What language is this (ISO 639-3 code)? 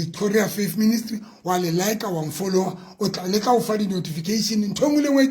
sot